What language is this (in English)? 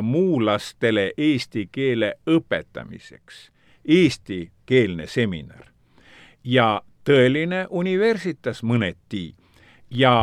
Estonian